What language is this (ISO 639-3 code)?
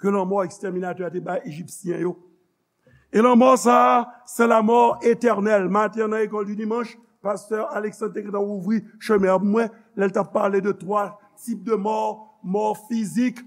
hat